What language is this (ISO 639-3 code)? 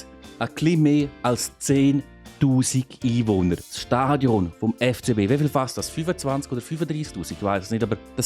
gsw